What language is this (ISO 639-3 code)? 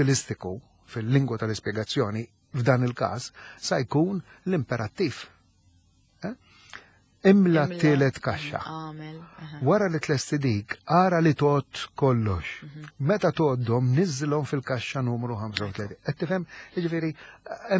mlt